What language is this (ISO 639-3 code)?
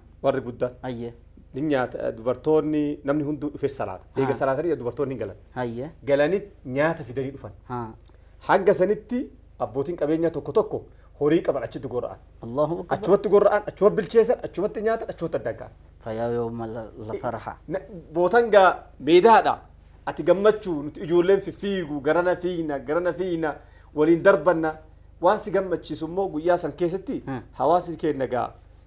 orm